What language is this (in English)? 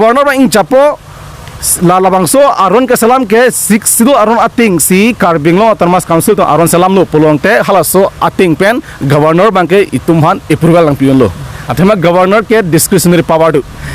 Karbi